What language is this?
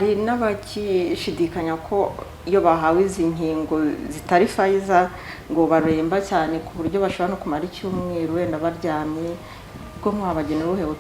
Kinyarwanda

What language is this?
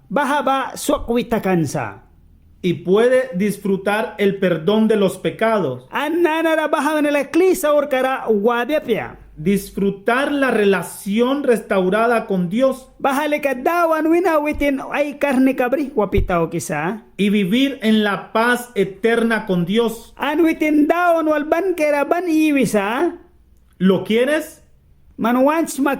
Mískito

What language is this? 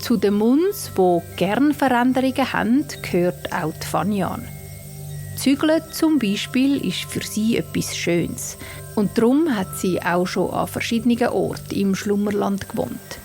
Swiss German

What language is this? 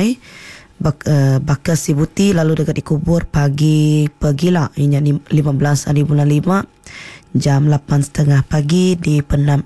Iban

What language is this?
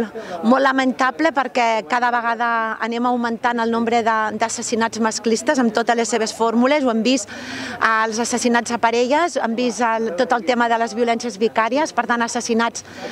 Catalan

